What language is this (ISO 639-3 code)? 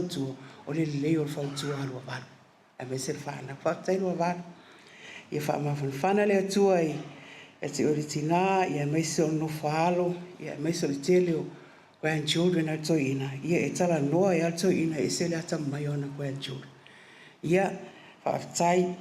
smo